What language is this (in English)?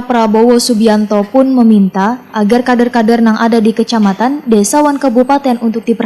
Banjar